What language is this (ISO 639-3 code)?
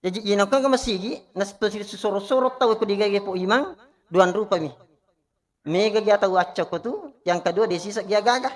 bug